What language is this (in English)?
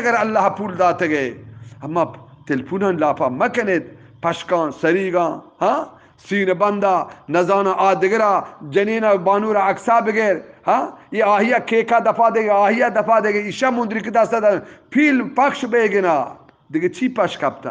Eastern Balochi